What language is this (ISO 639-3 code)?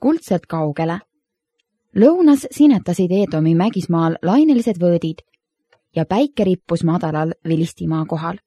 est